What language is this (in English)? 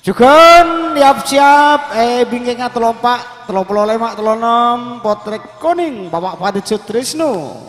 Madurese